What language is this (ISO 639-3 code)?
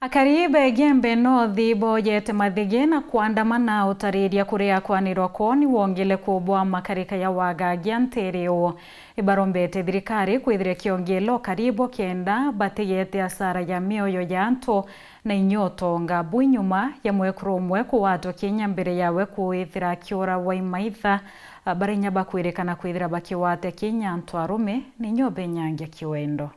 mer